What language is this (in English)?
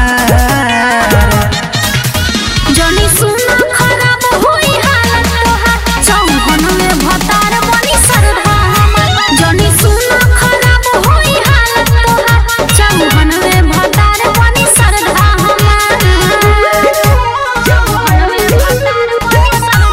Bhojpuri